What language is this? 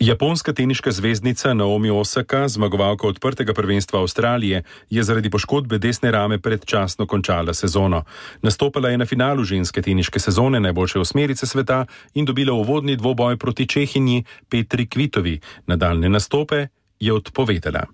Slovenian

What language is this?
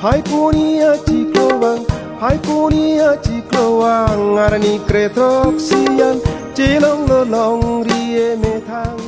Karbi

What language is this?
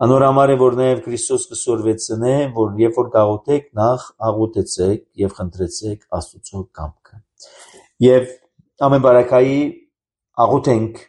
Armenian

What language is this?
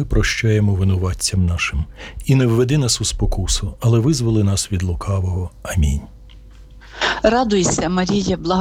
Ukrainian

